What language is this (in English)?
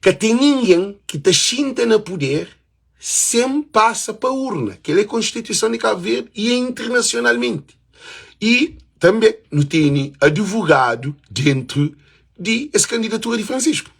Kabuverdianu